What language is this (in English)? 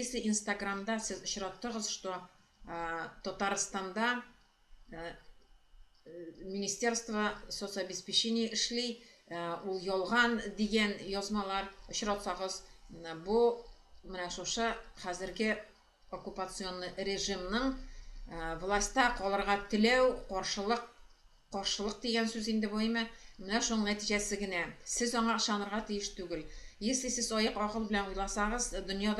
Tatar